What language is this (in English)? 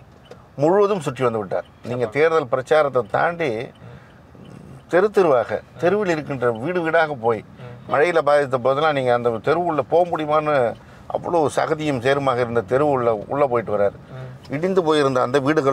Tamil